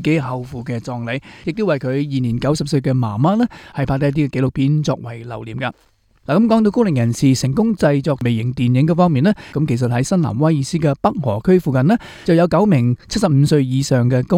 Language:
Cantonese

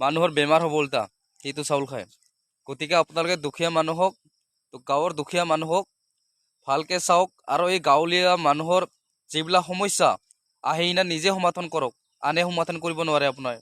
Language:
Assamese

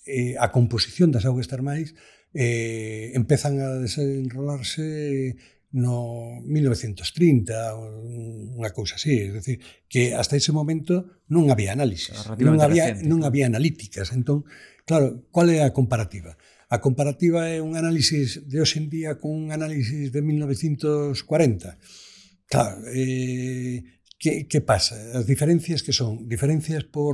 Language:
Galician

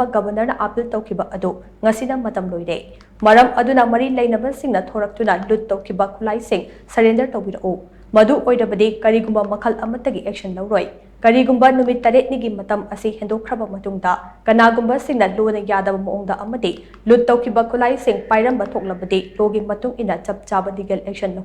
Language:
Manipuri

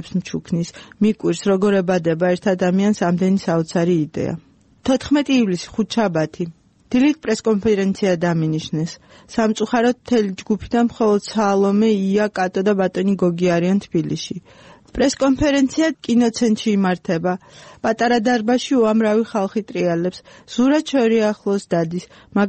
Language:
Georgian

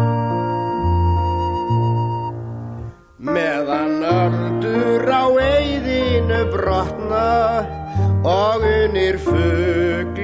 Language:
Icelandic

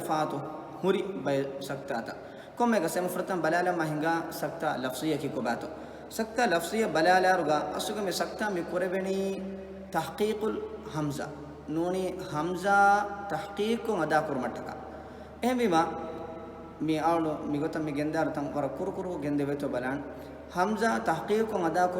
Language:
Divehi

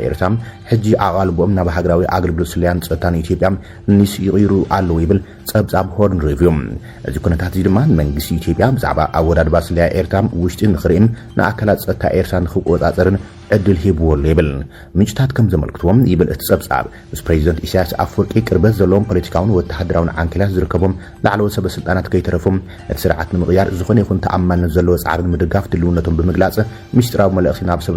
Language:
Tigrinya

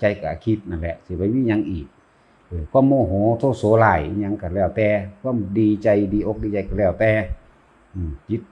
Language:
Northeastern Thai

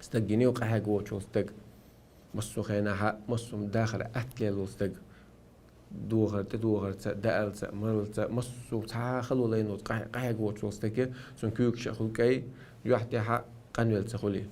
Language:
Chechen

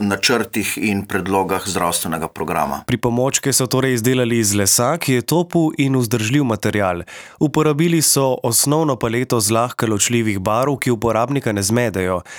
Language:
Slovenian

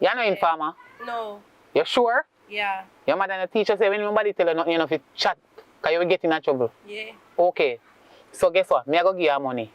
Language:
Jamaican Creole English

